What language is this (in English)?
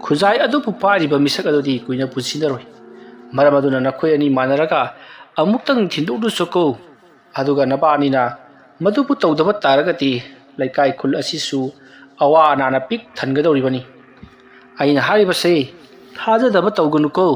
Manipuri